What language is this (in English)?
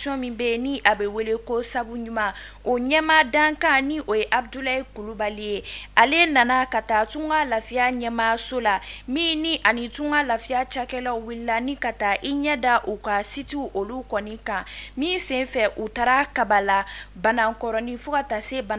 Bambara